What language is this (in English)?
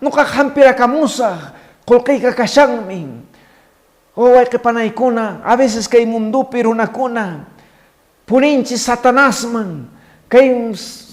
Quechua